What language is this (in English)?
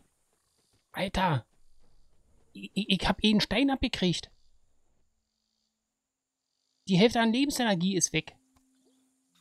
German